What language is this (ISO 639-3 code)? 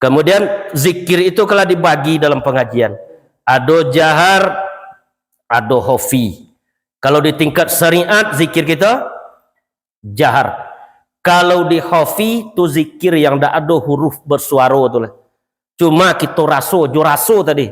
min